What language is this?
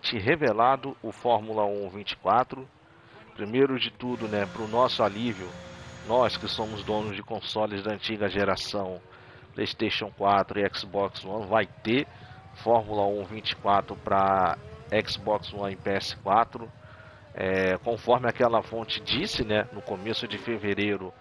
Portuguese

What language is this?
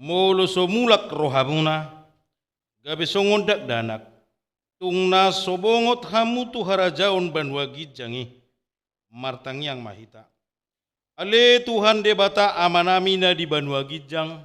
Batak Toba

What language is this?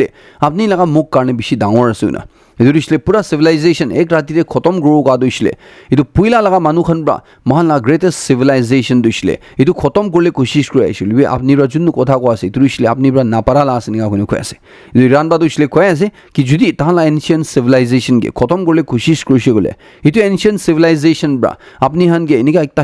Naga Pidgin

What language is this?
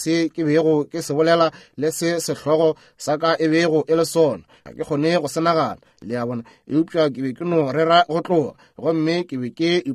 Northern Sotho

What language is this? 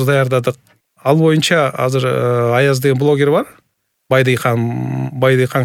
Kyrgyz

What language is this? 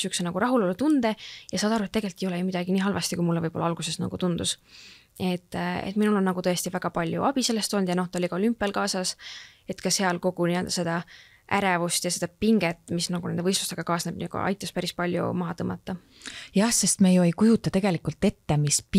Estonian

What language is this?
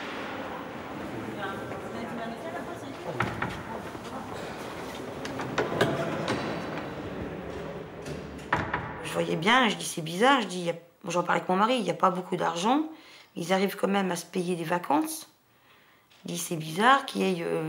French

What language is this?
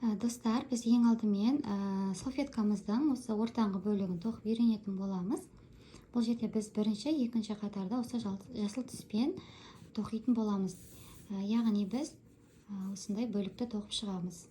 Kazakh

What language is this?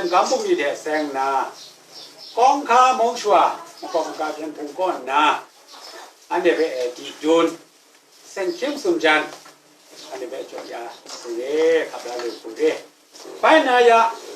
Kachin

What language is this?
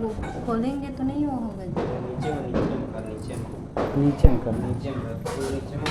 Chhattisgarhi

